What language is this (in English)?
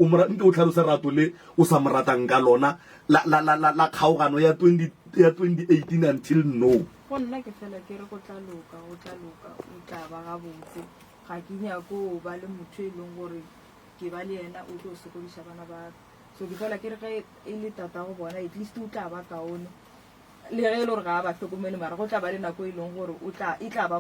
Northern Sotho